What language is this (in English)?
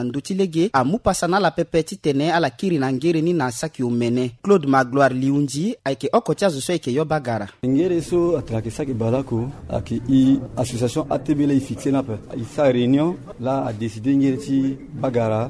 Sango